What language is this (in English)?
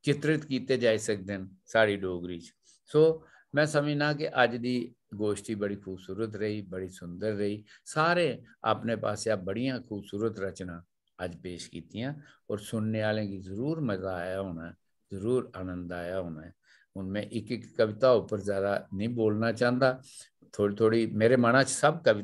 Dogri